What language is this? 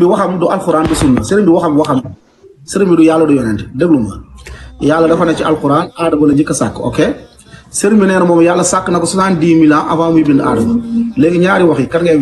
Wolof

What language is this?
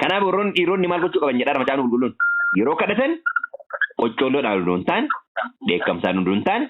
Oromo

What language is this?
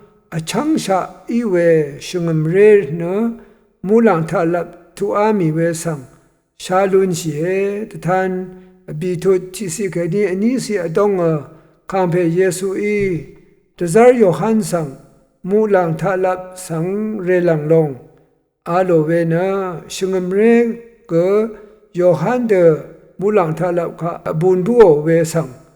Rawang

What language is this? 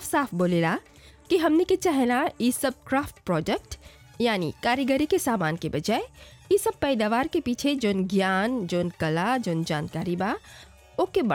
Bhojpuri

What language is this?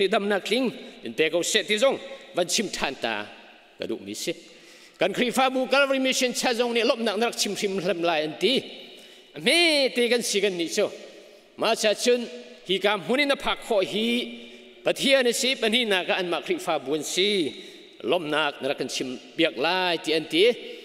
Hakha Chin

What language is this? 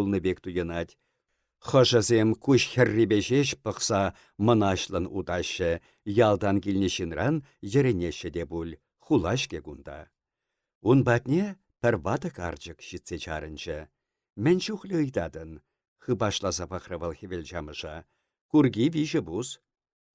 Chuvash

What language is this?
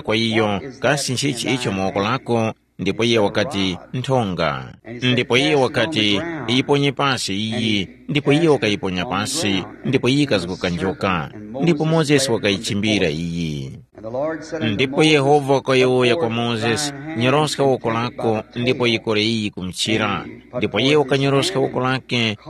Tumbuka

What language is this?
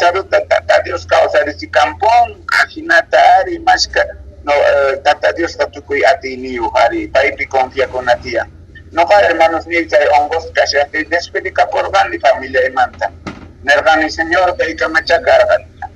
South Bolivian Quechua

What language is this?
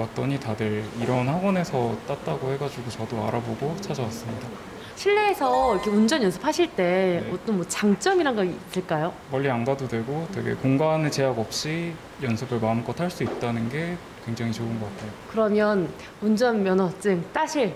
Korean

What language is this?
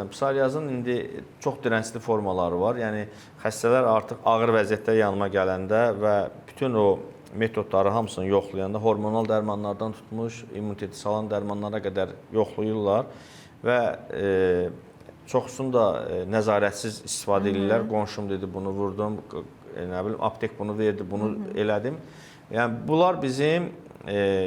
Azerbaijani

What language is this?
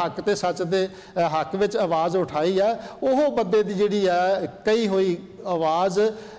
Punjabi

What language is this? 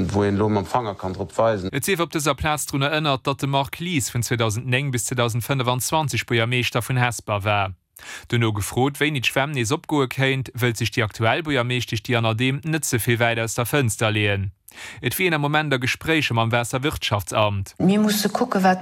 Luxembourgish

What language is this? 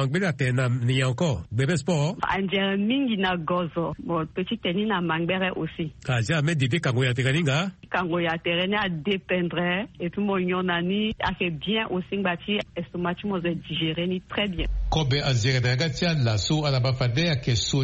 Sango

